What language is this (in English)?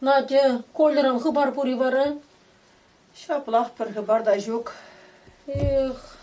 Chuvash